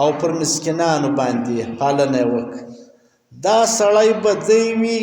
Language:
Pashto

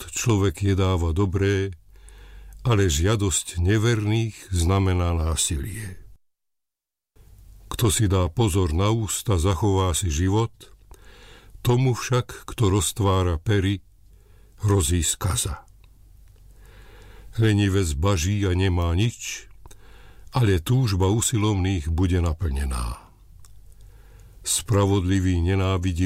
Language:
Slovak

